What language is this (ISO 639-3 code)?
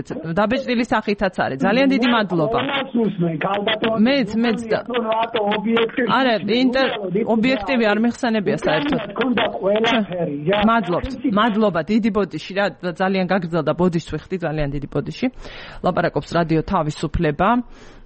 kat